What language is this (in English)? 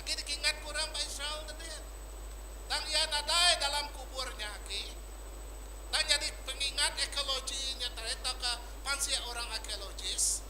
Iban